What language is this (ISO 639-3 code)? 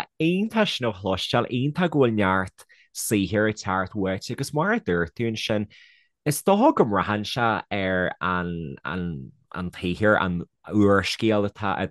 gle